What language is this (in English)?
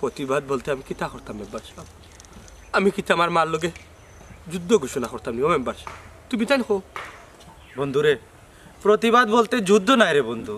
Sylheti